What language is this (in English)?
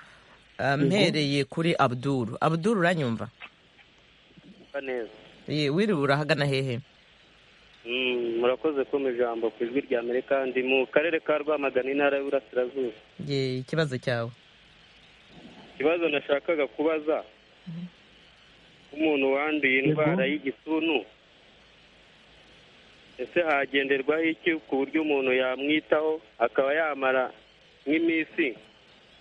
Kinyarwanda